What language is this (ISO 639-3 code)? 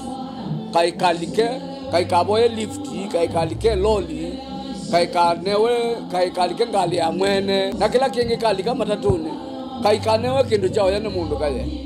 kam